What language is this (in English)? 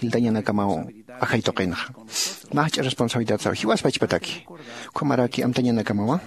Aymara